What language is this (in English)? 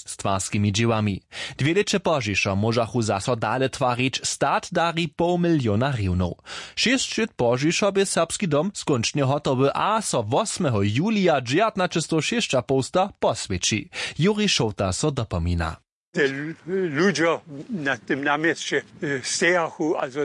Upper Sorbian